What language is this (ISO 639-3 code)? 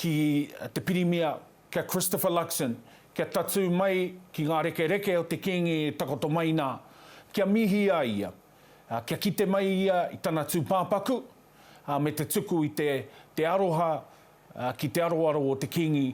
mri